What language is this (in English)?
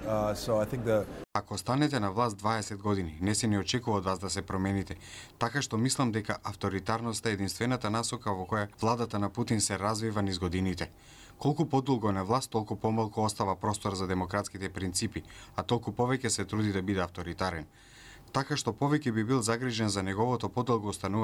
Macedonian